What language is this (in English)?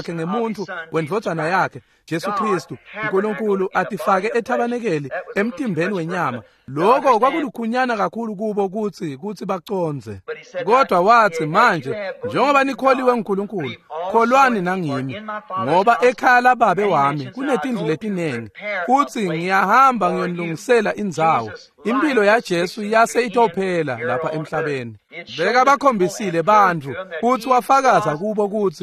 Swati